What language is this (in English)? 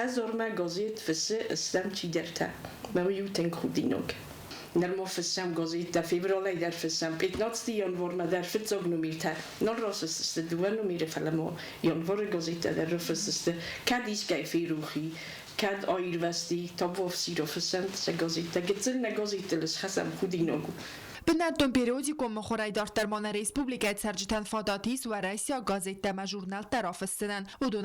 Ossetic